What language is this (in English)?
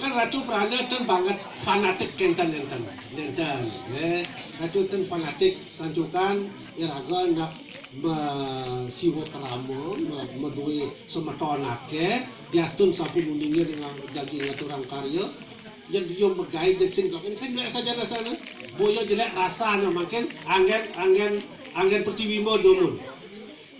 Balinese